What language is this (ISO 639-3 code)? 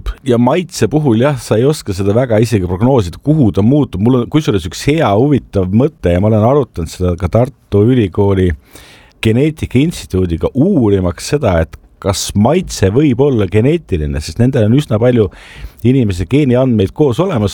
est